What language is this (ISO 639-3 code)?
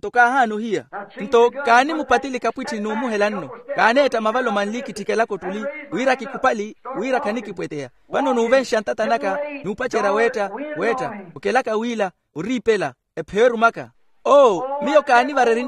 vmw